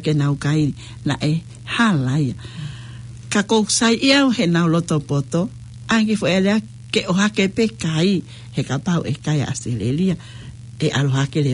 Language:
Tongan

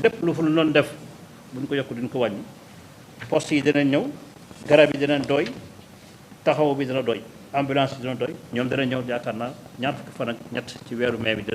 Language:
Wolof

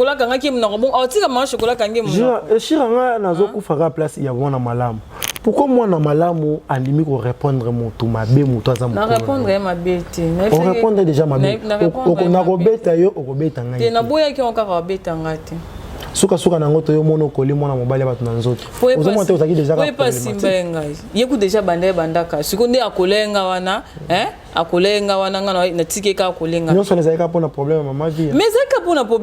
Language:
Lingala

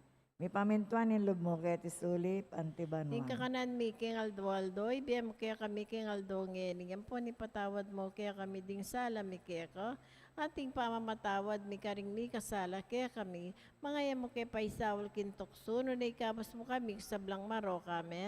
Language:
Pampanga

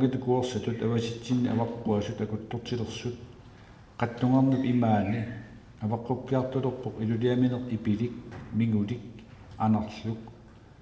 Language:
Kalaallisut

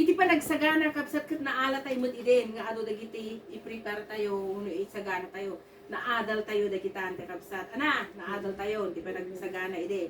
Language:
Iloko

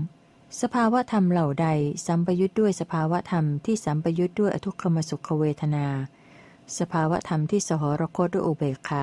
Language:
Thai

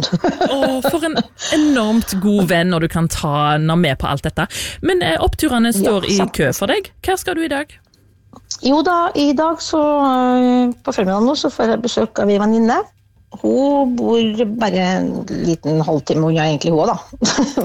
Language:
Norwegian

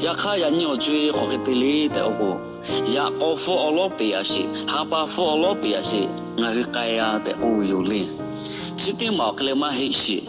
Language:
Lahu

